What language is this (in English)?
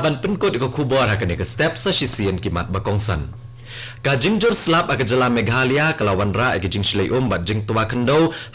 Khasi